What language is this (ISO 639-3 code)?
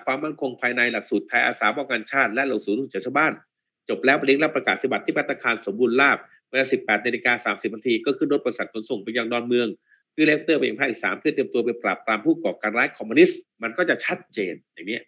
tha